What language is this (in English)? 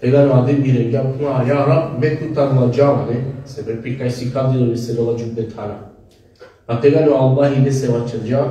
Balkan Romani